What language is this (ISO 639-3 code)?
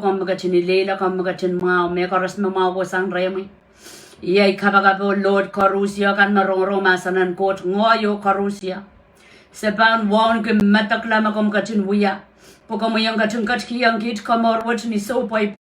pon